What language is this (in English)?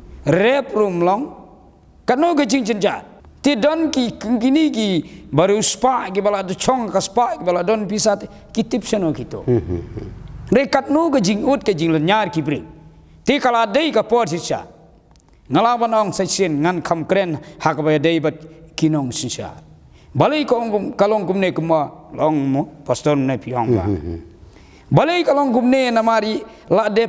Khasi